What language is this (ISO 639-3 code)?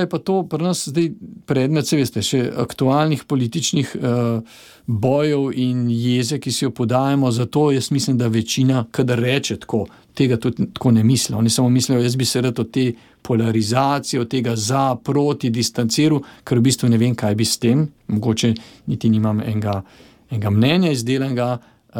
slv